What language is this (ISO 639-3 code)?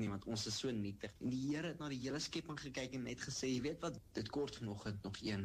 afr